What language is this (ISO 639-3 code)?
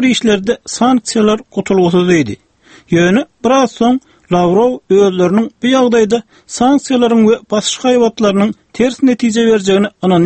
tuk